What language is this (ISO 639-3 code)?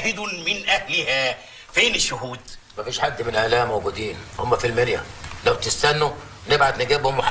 arz